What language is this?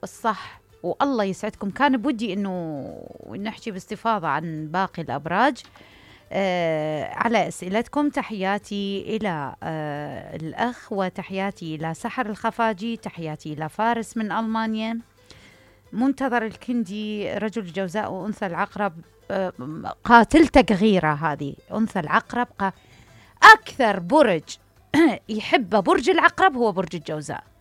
Mesopotamian Arabic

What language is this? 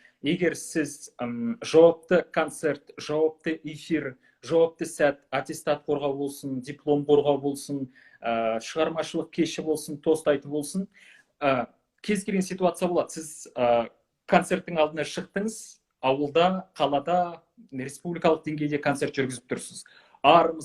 Kazakh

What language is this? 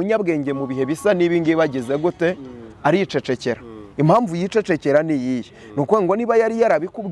Kinyarwanda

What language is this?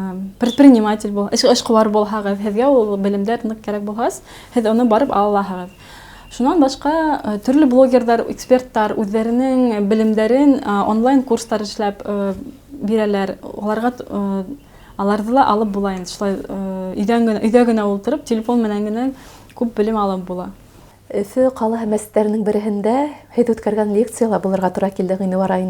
Bashkir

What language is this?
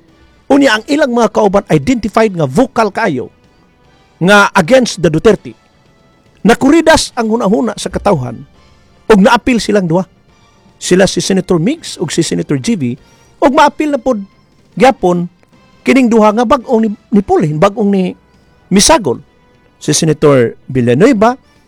Cebuano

